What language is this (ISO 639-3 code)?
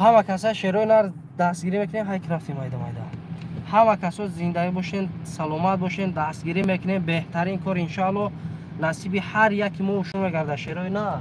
tgk